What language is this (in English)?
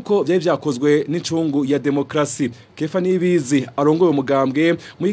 Rundi